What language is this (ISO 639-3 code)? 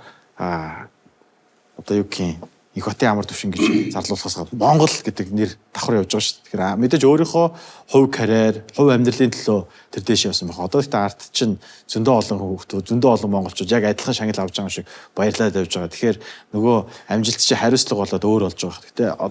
mon